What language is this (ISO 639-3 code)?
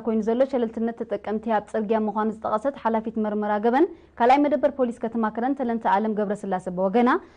tir